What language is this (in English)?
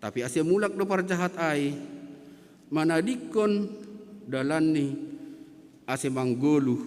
Batak Simalungun